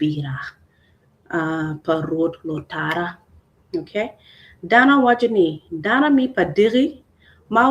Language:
Acoli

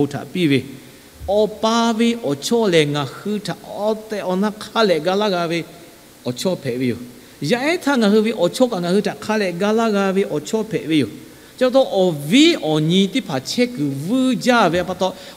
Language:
Lahu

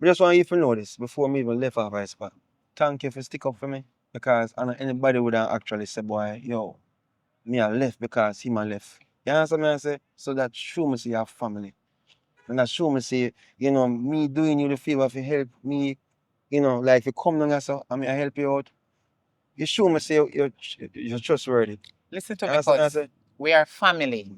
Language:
Jamaican Creole English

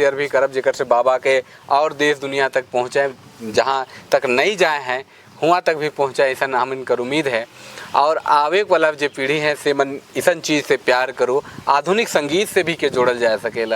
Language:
Sadri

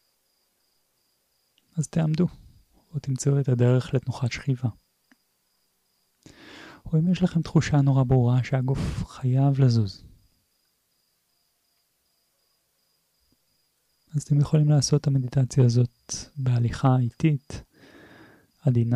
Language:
Hebrew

